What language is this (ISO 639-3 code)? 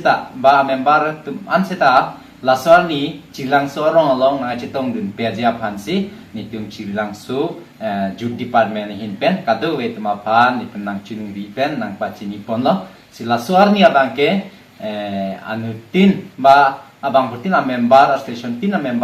mjw